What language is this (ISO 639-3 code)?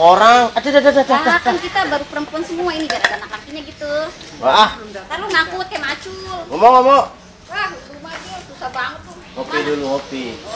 bew